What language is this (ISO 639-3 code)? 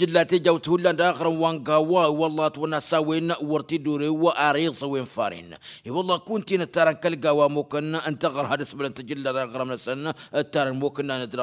taq